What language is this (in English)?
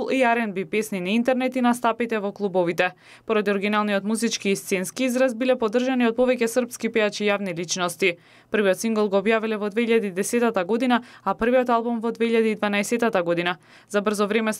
Macedonian